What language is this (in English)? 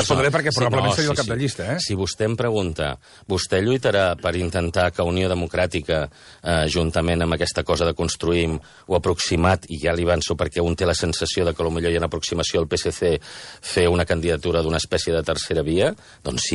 Catalan